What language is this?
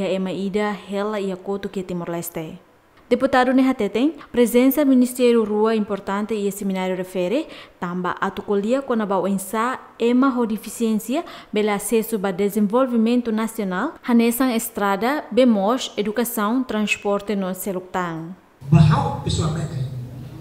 Tetum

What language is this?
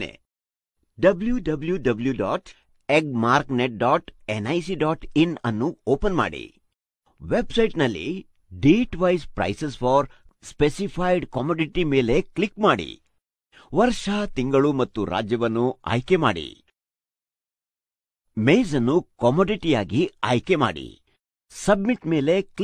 Kannada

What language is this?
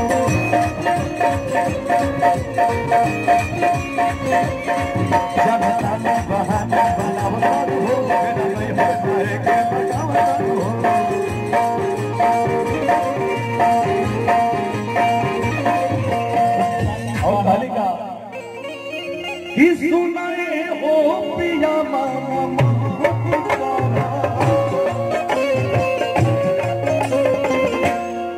Bhojpuri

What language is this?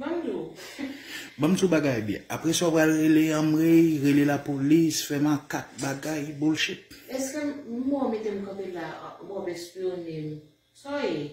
Haitian Creole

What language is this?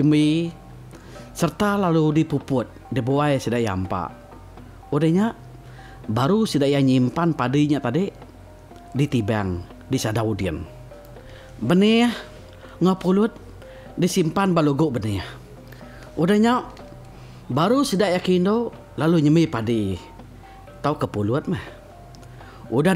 Iban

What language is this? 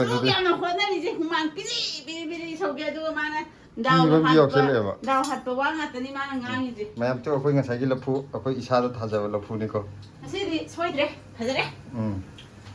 Manipuri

